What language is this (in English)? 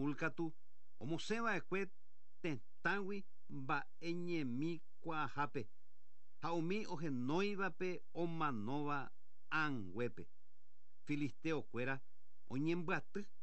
Guarani